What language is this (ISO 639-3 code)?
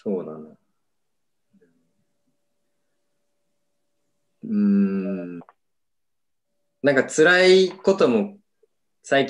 jpn